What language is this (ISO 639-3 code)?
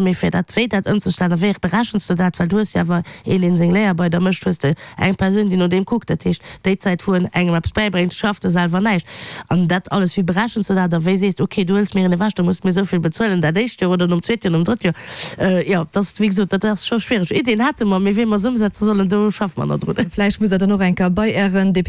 ltz